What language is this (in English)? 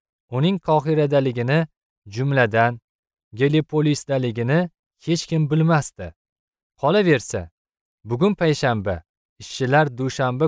Uzbek